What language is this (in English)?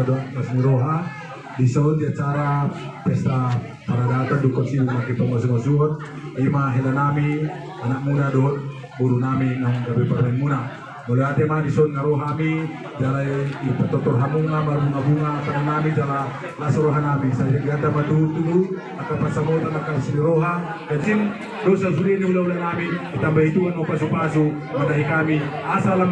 Batak Toba